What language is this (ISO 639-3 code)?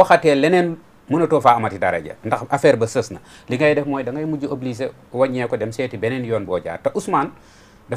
wol